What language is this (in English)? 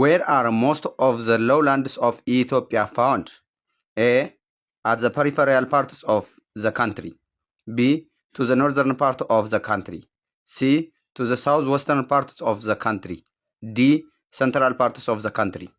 English